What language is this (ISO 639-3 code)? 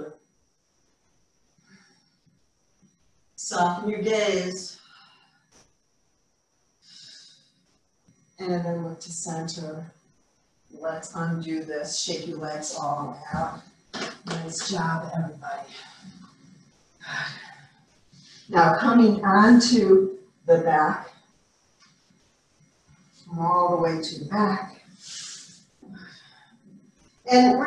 eng